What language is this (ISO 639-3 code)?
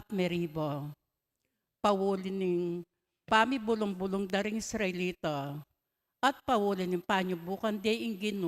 pam